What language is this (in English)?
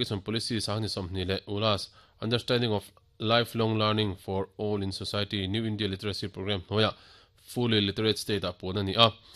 Mizo